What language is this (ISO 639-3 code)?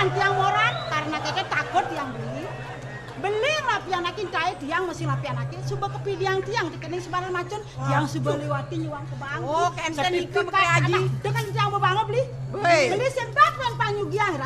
ban